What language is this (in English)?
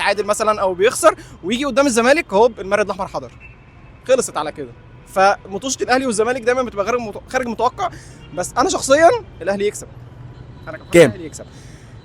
Egyptian Arabic